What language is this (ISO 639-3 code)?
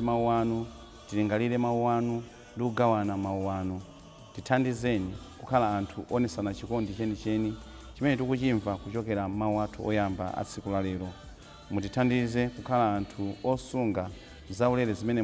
nya